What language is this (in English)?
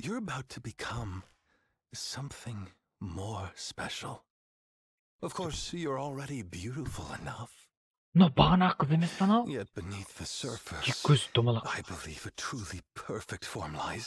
Kara-Kalpak